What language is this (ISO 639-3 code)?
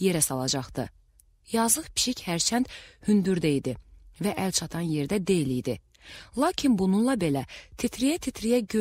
aze